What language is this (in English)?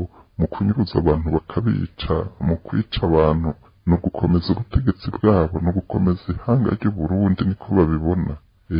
Rundi